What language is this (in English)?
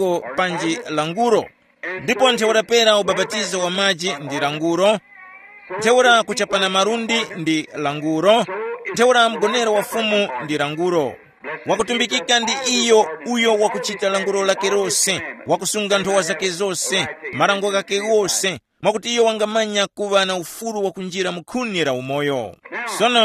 Tumbuka